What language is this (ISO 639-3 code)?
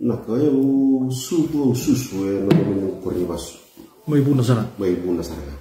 fij